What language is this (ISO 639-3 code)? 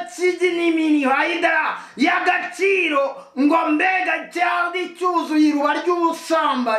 kin